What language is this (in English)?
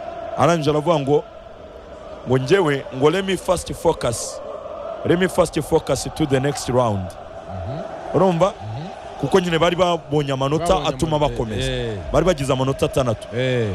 Kinyarwanda